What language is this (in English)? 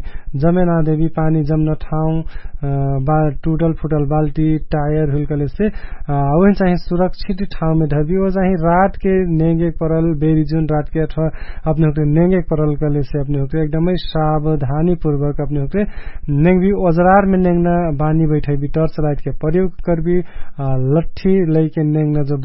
Dangaura Tharu